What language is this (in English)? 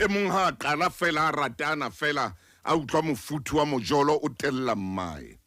Southern Sotho